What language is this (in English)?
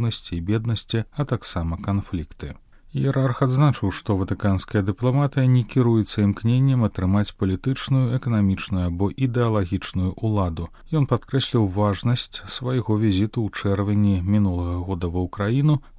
Belarusian